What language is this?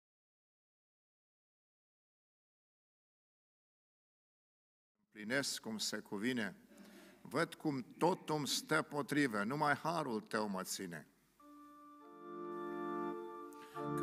Romanian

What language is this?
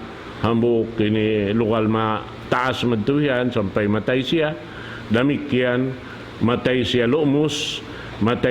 Tausug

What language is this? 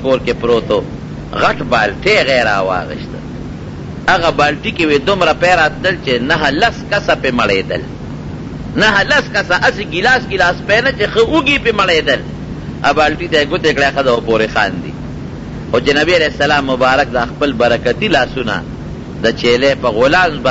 Pashto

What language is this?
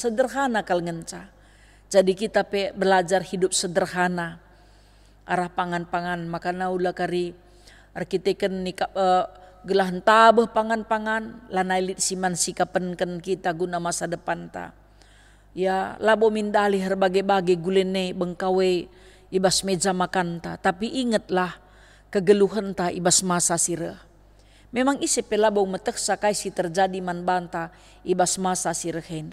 Batak Karo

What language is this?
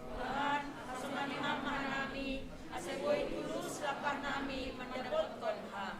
Batak Simalungun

